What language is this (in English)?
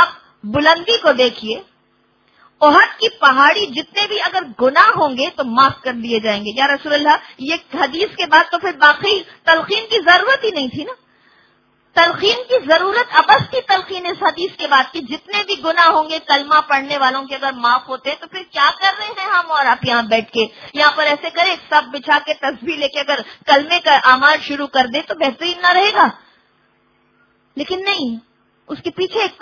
Urdu